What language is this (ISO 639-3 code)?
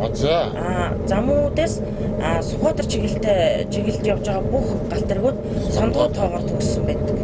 mon